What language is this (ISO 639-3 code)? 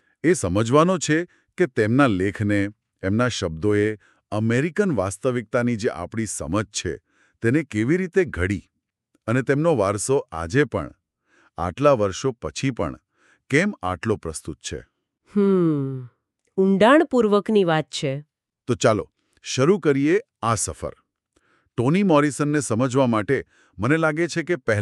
guj